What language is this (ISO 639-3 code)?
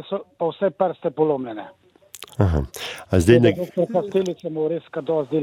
slv